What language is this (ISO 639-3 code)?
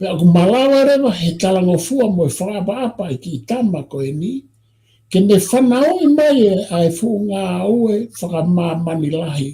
ton